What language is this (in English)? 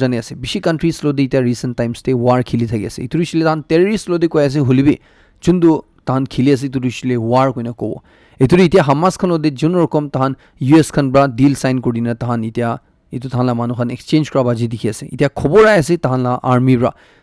Naga Pidgin